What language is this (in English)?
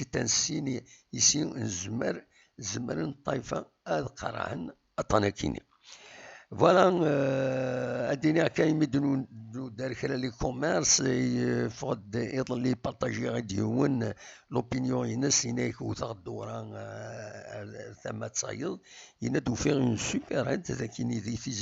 Kabyle